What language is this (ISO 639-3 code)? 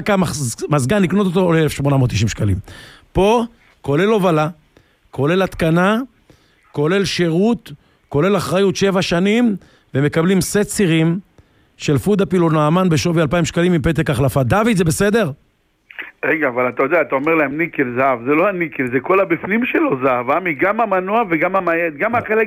heb